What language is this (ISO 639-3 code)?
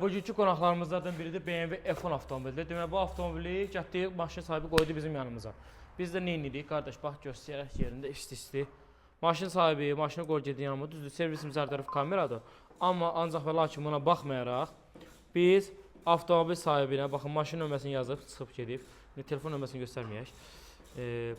aze